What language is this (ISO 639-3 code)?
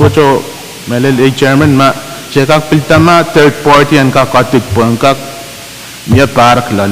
pon